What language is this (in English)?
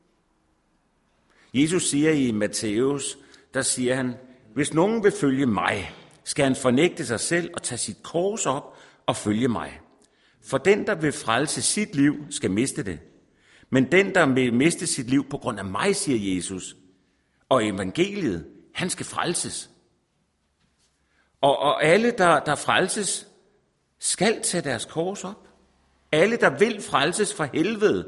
Danish